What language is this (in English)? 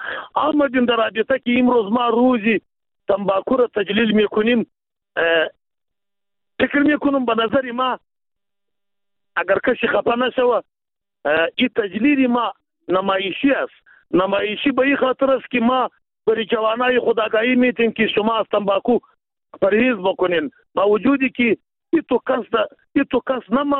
Persian